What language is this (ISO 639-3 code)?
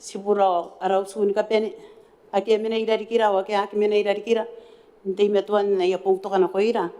gil